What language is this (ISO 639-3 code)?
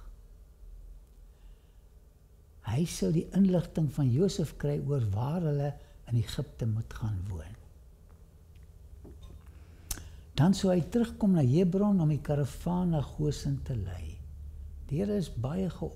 afr